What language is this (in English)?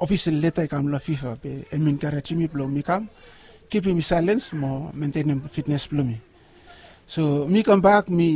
Bislama